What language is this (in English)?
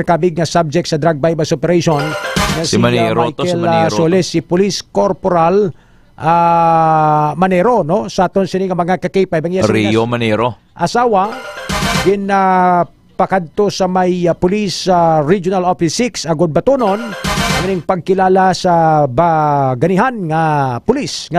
Hiligaynon